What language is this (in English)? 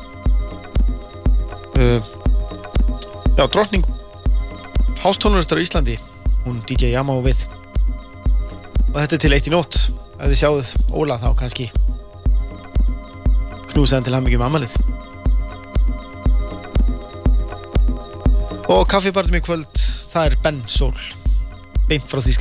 Icelandic